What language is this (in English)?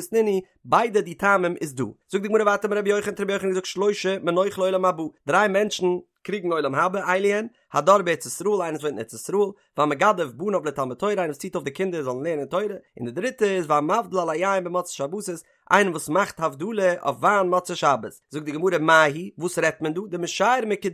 Yiddish